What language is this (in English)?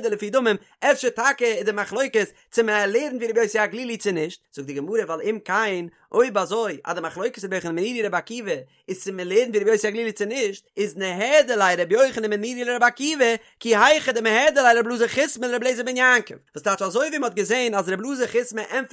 Yiddish